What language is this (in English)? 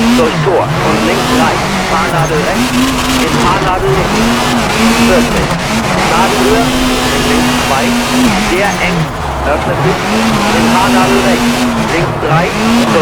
Bavarian